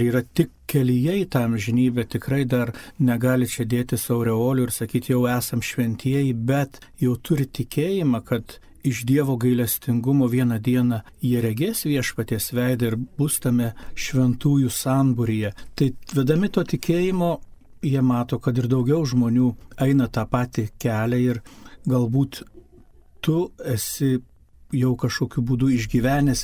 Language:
Lithuanian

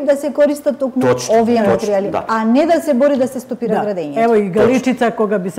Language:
Macedonian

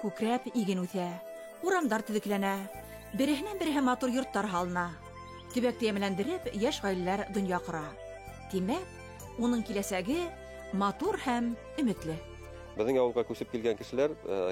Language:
Bashkir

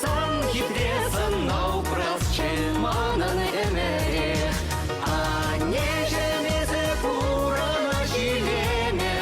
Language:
Chuvash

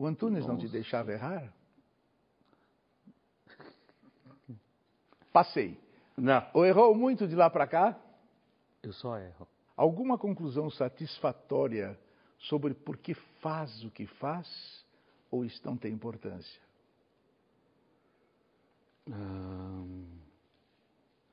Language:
Portuguese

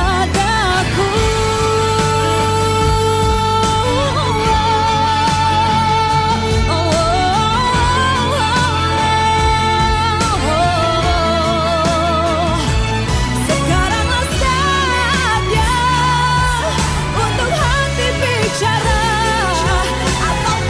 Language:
Indonesian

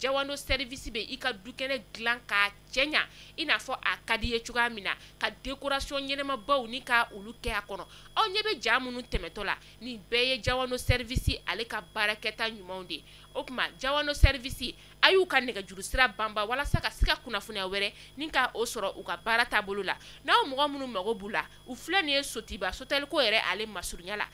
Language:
Bambara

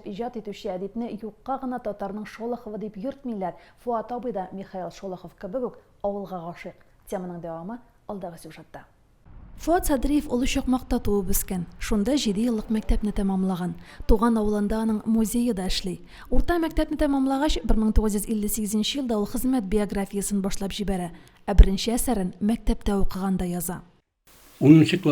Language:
Tatar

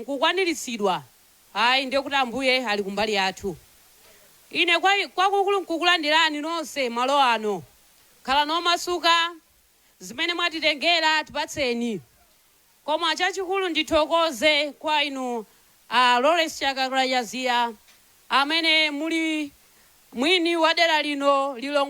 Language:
Nyanja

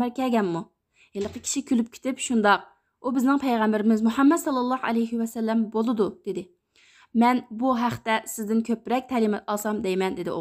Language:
Uyghur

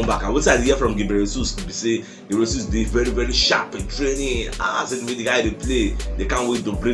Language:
Nigerian Pidgin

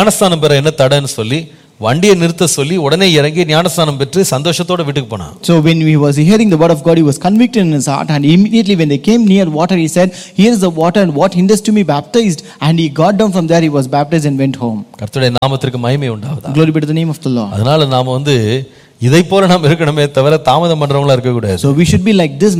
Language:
Tamil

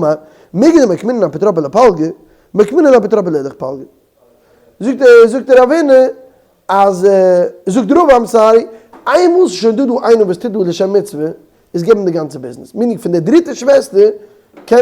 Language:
Yiddish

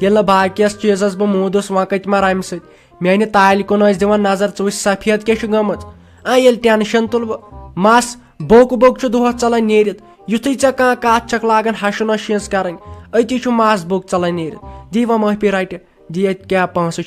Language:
Kashmiri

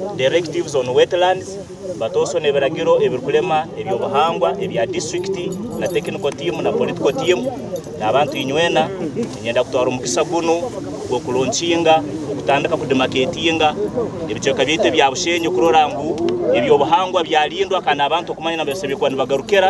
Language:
Nyankole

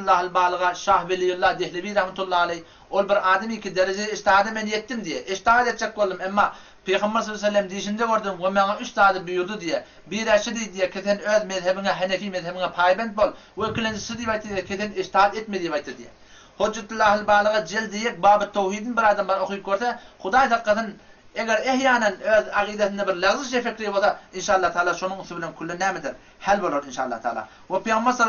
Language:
Turkmen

